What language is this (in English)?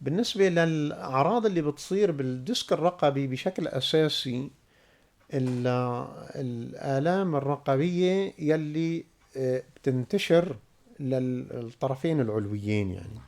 North Levantine Arabic